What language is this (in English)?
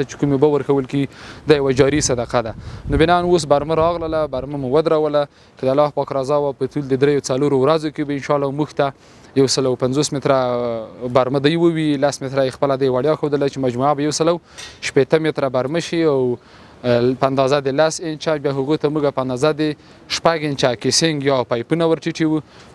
Pashto